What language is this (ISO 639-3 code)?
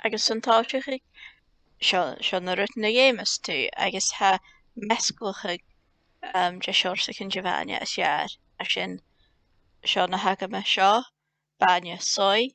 gla